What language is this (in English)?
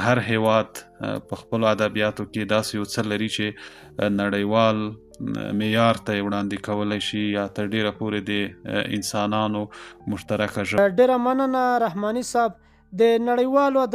Pashto